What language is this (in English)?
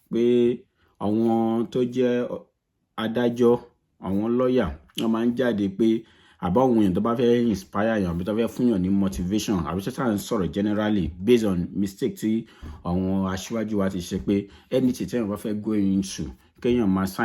Yoruba